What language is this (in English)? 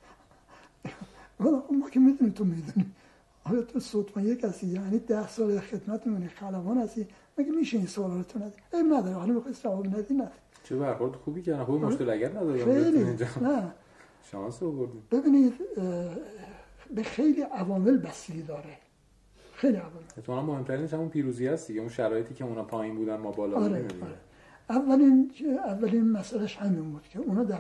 Persian